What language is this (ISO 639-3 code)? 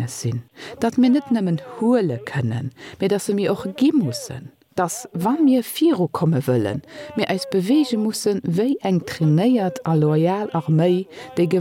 ltz